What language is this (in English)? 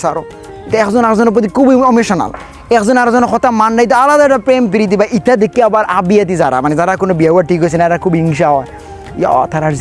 Sylheti